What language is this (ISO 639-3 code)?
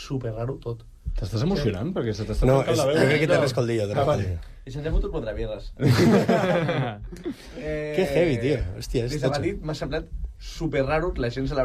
cat